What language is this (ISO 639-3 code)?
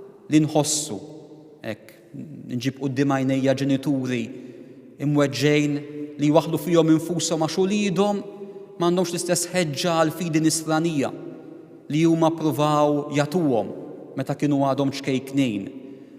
mlt